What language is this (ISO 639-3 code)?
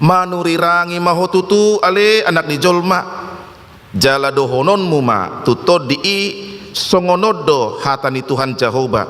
bbc